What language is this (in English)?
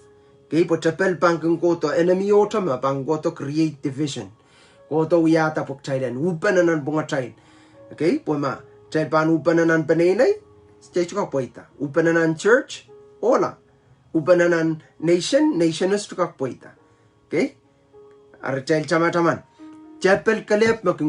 Pohnpeian